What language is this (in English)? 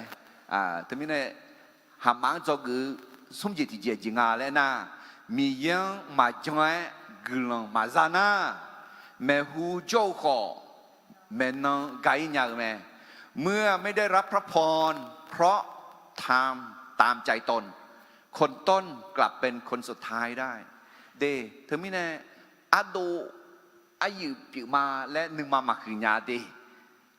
Akha